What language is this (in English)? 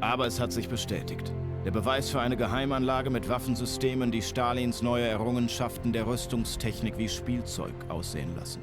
Bavarian